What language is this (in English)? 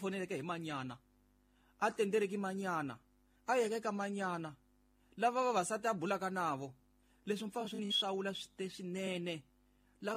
Tsonga